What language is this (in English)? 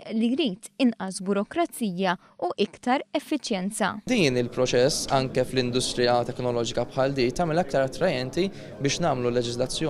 Maltese